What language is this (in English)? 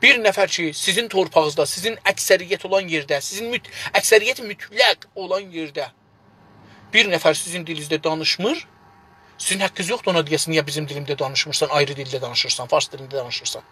South Azerbaijani